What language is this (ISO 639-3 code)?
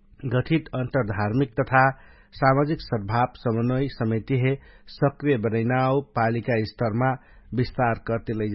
thl